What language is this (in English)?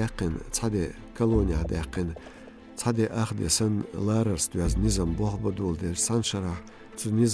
Chechen